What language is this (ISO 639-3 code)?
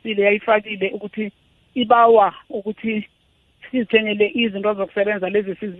nbl